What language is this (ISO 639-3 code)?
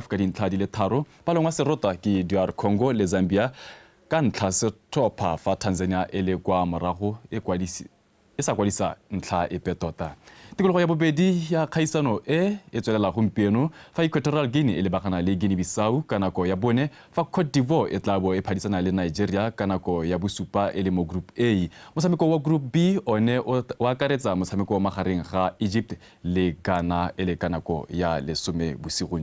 tsn